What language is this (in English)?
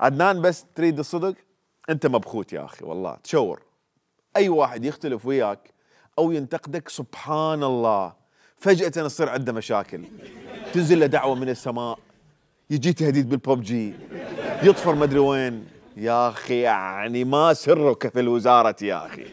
Mesopotamian Arabic